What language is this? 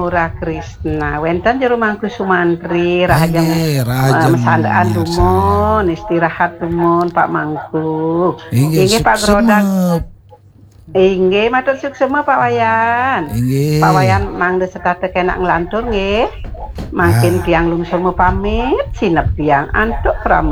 Balinese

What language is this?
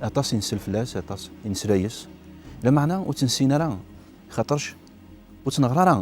Kabyle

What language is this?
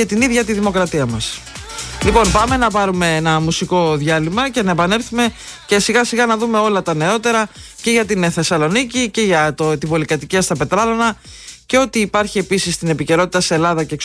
Greek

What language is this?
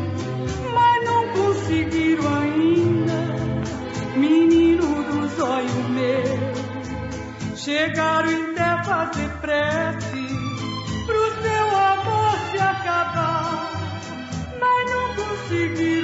Portuguese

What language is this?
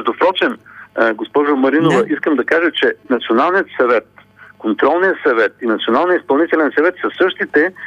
Bulgarian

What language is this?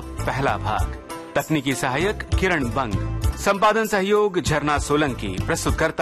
Hindi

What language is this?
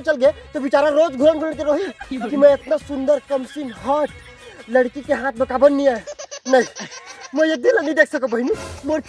Chhattisgarhi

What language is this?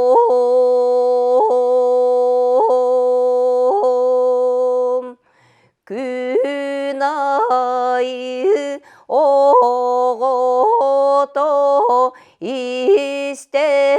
Yakut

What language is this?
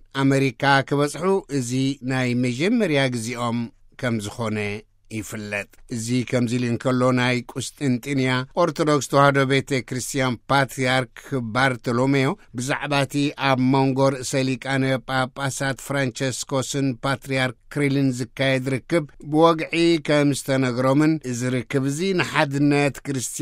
Tigrinya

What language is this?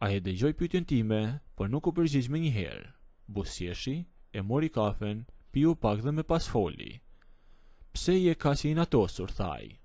Albanian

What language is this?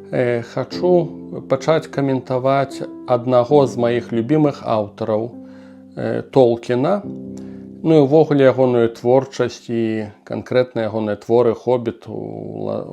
Belarusian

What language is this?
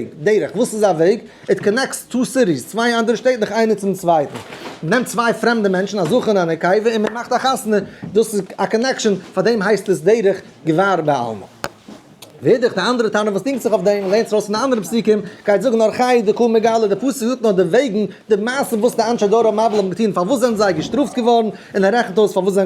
Yiddish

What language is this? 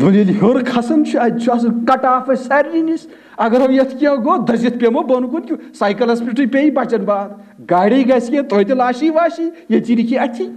Kashmiri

